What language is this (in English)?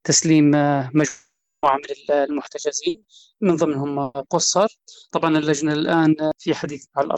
Sudanese Arabic